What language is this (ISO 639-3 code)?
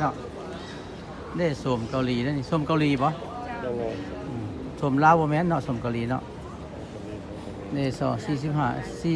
lao